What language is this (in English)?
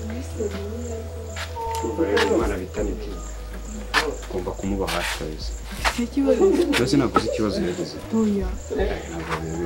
Kinyarwanda